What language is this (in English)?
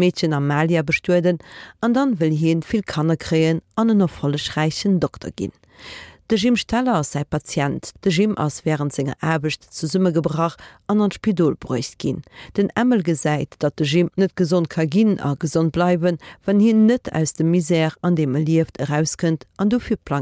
Luxembourgish